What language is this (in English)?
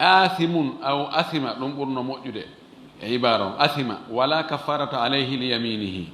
Fula